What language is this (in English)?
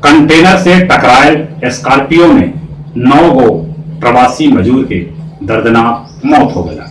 Magahi